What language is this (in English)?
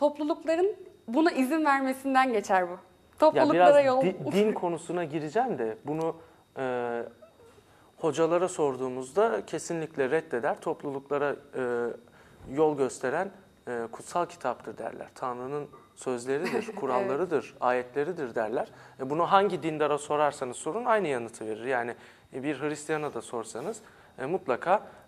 Turkish